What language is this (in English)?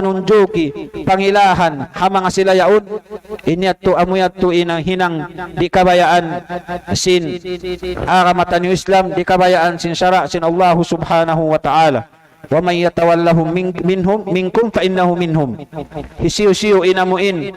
Tausug